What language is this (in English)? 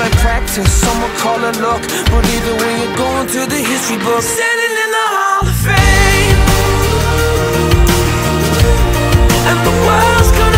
English